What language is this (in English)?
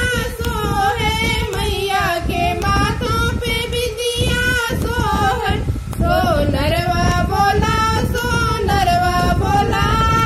Bhojpuri